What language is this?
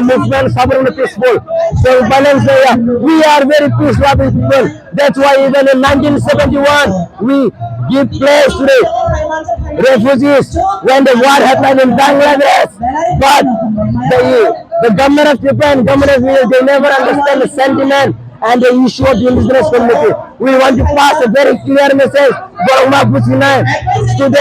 Kok Borok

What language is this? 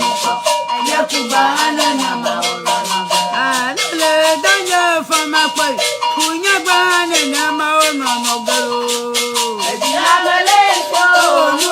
Ewe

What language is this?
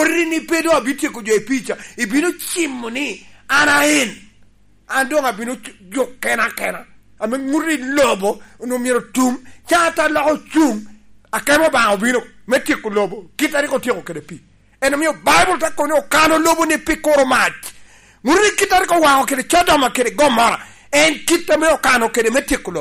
Lango (Uganda)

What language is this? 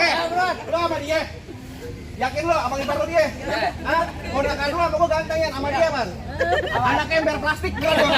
Betawi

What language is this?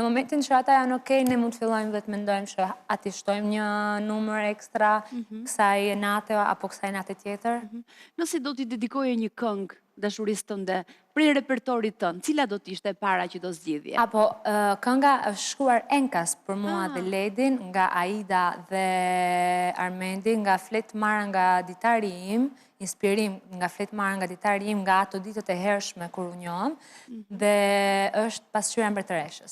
Albanian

